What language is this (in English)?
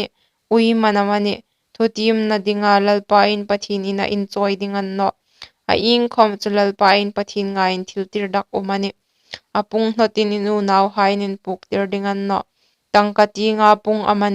Hmar